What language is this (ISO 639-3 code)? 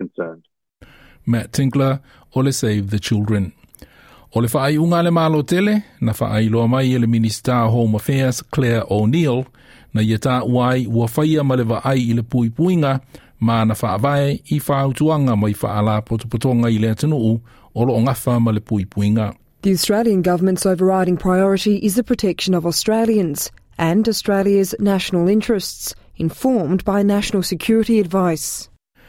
smo